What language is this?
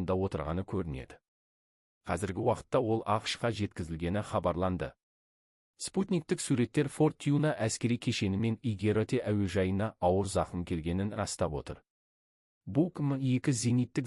Kazakh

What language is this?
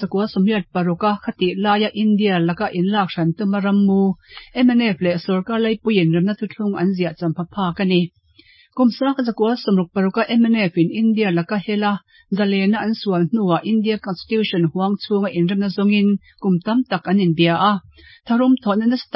Mizo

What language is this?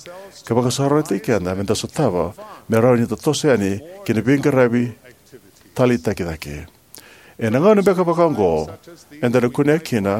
Fijian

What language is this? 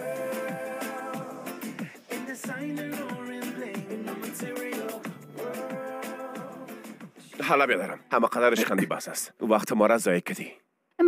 Persian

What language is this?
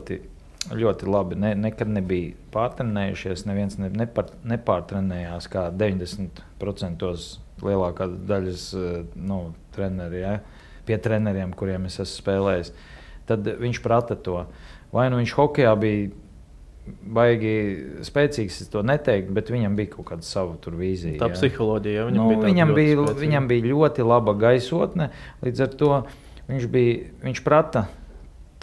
Latvian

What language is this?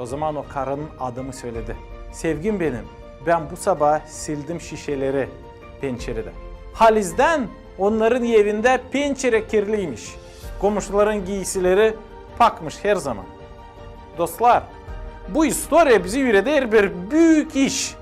Gagauz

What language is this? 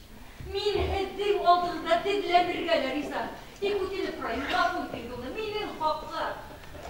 Bashkir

